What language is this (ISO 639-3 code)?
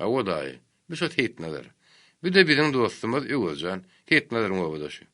tuk